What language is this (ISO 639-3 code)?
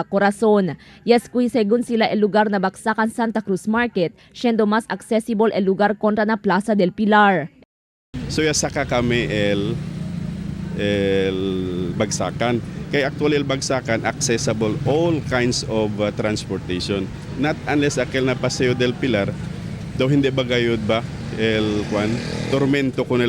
cbk